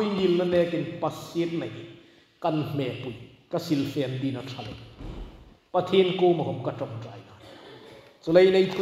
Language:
Hmar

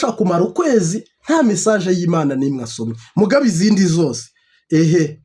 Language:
Kinyarwanda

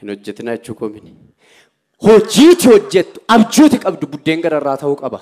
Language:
Oromo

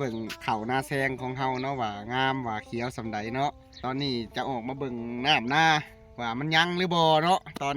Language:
Lao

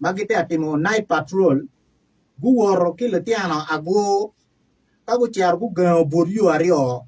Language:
Acoli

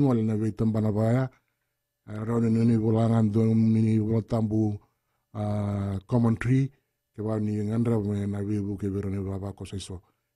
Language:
Fijian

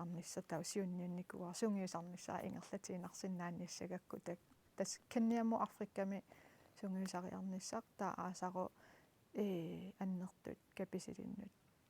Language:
Kalaallisut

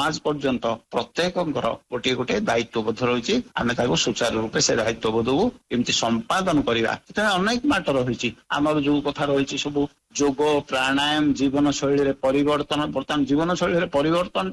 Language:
Odia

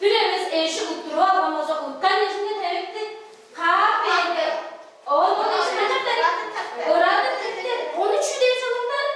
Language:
Tuvinian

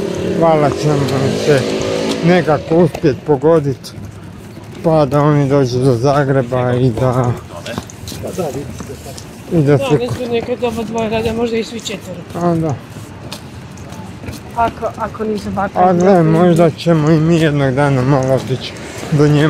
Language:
Croatian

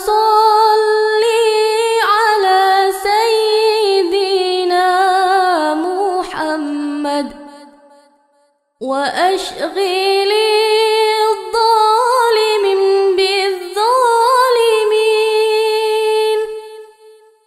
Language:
Arabic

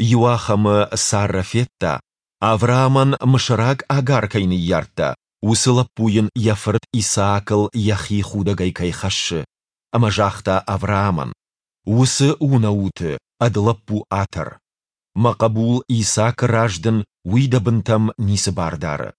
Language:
Ossetic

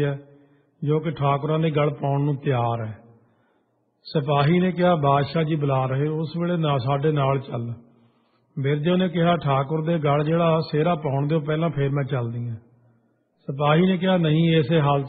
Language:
Punjabi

